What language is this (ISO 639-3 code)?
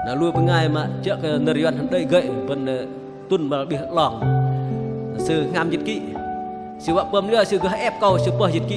bdq